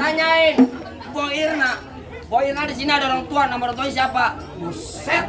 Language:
Betawi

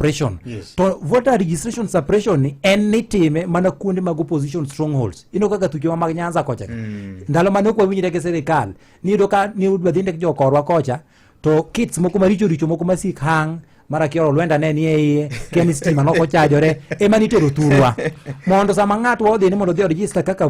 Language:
Luo (Kenya and Tanzania)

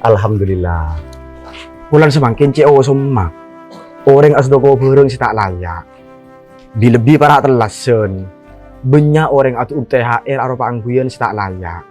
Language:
Madurese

